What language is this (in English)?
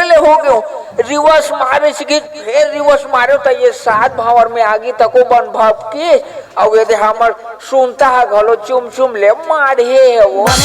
Chhattisgarhi